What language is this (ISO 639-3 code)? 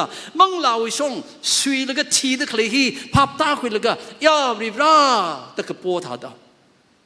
nmf